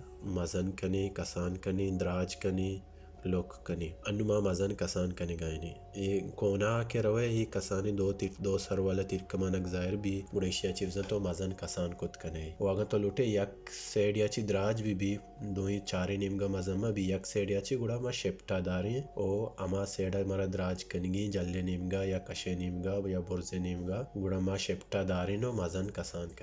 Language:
Baluchi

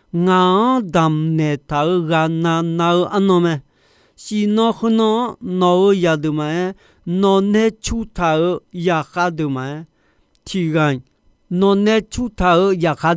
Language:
Akha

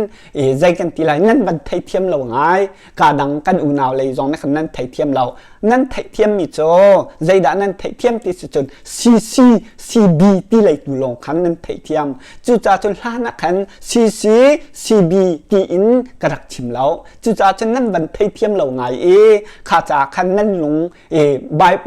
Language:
Hakha Chin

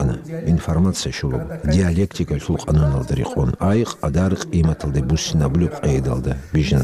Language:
Avaric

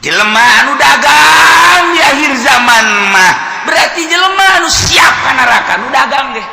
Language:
Sundanese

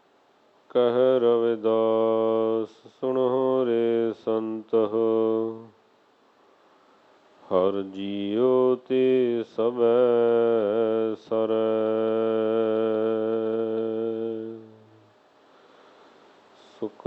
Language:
Punjabi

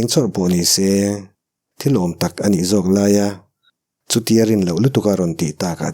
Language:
Mizo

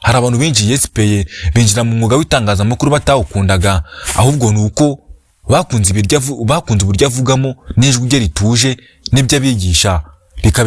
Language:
Kinyarwanda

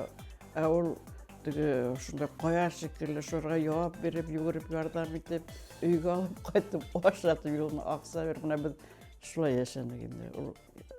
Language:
Bashkir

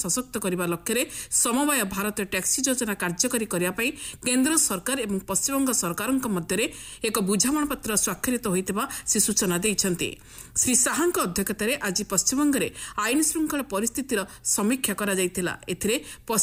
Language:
Odia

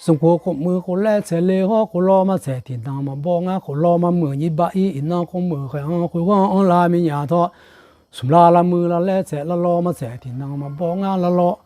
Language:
Akha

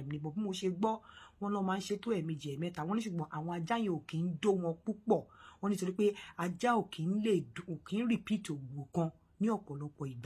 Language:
Yoruba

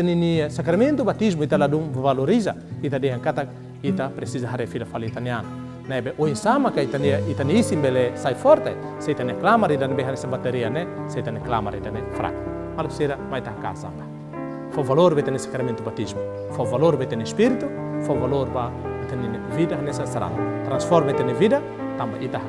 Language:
Tetum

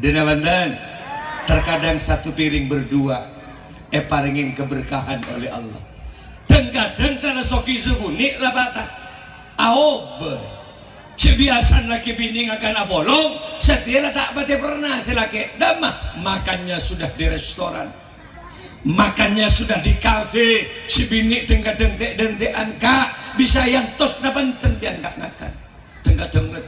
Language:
Madurese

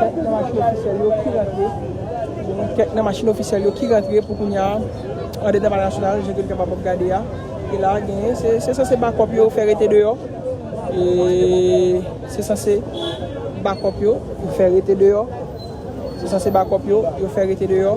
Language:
Haitian Creole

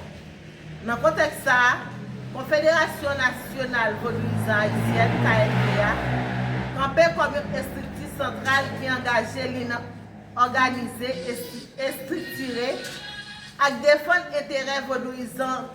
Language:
Haitian Creole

